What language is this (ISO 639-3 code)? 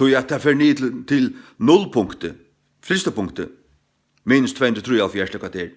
fao